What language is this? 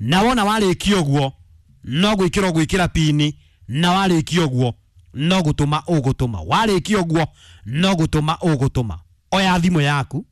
Kikuyu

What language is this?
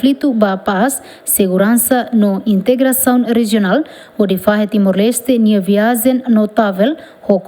Tetum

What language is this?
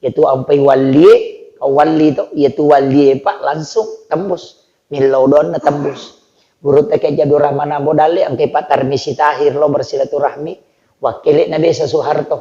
Buginese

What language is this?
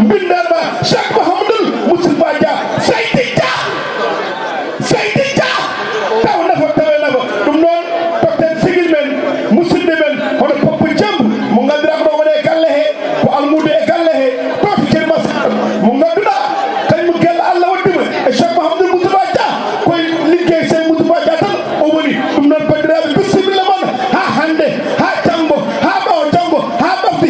Fula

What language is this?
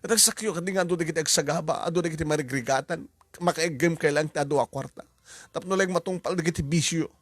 Iloko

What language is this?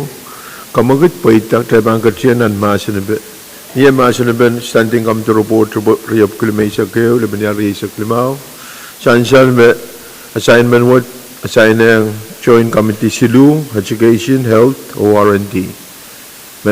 Pohnpeian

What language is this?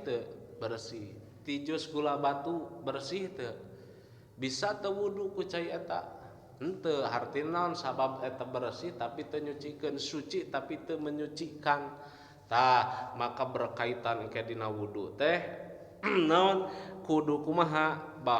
Sundanese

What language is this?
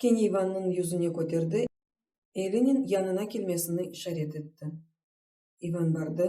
Crimean Tatar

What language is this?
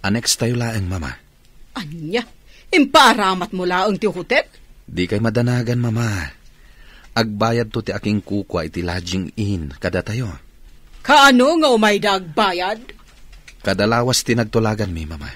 Iloko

